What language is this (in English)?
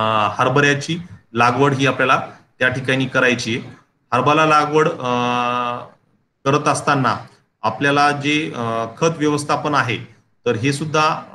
Marathi